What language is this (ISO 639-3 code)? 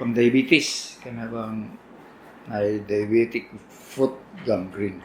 ceb